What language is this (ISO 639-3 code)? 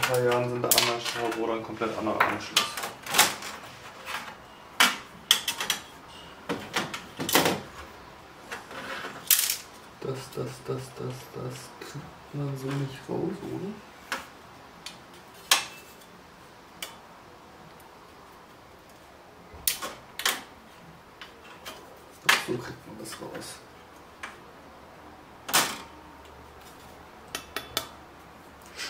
deu